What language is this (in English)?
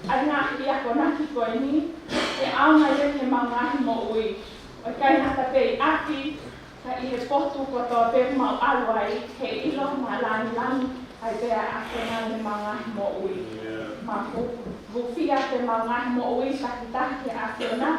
Tongan